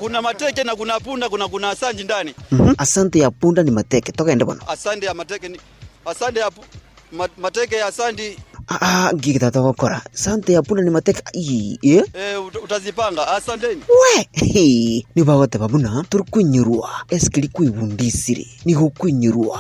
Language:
Gusii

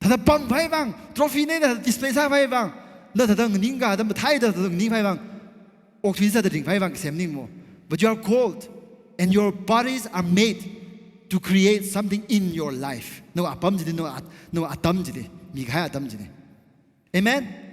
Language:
Tangkhul Naga (India)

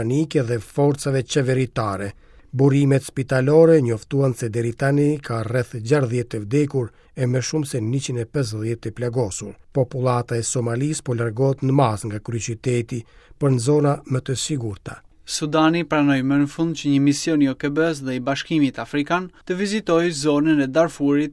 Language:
Albanian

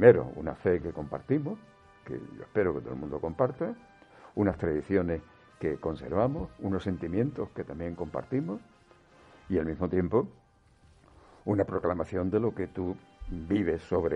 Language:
Spanish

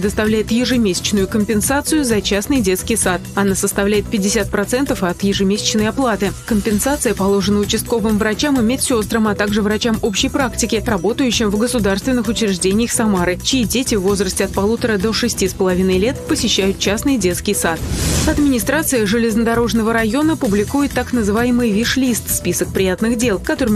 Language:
Russian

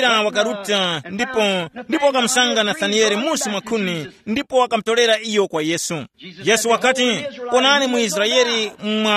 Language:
Tumbuka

